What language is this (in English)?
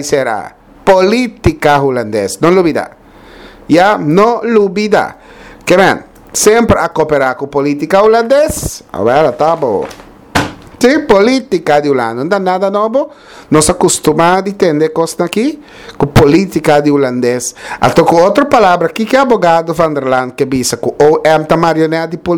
Papiamento